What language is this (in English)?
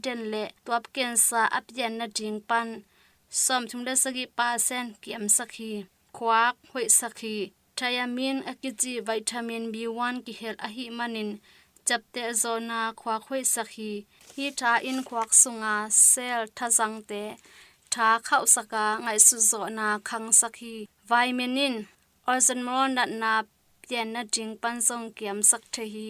Tedim Chin